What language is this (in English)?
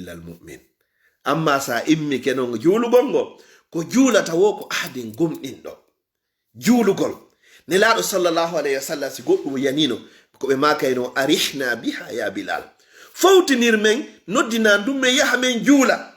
Fula